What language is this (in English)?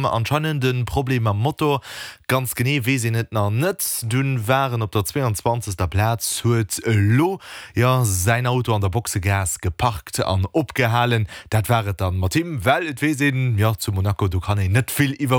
Luxembourgish